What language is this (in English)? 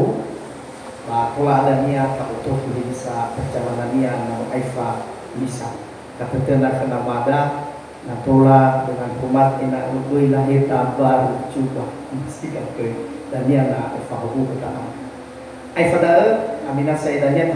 Nias